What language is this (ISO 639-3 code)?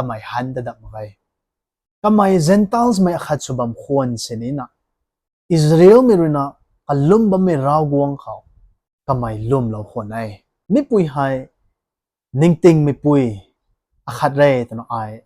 nbu